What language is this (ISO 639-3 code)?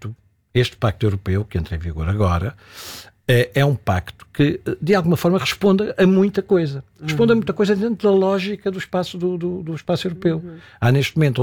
por